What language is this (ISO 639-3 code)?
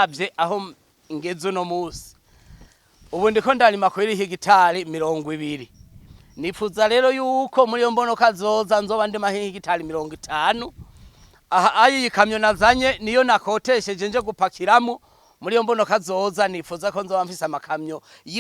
run